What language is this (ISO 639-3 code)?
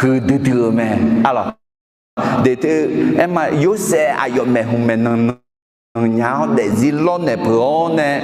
ahk